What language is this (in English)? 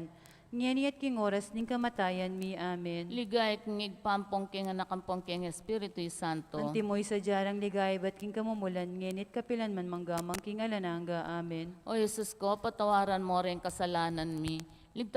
Pampanga